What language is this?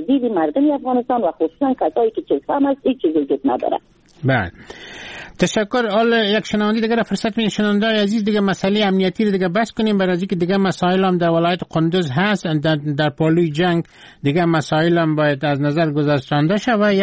Persian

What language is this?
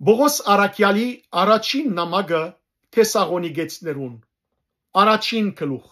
Western Armenian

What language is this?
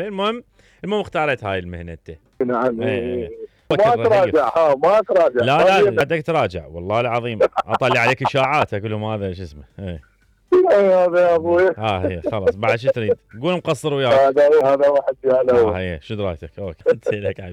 Mesopotamian Arabic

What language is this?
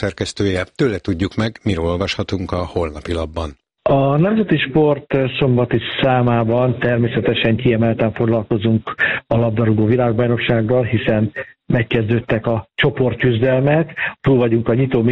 Hungarian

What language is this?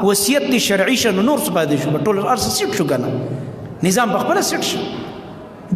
Pashto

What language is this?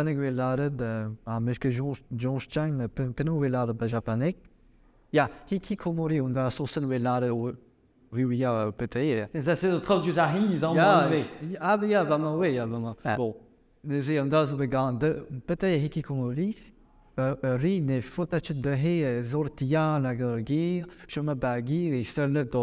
Breton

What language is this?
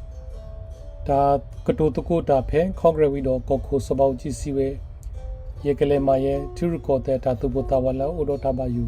S'gaw Karen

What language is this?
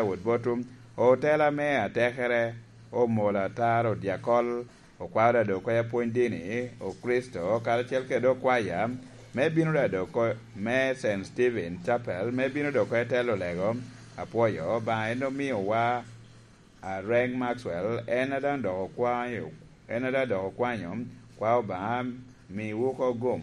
Lango (Uganda)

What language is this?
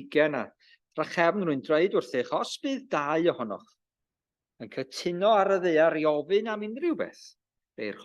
Welsh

